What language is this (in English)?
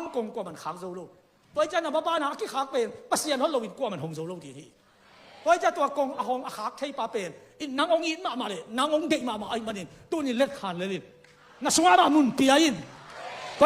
Tedim Chin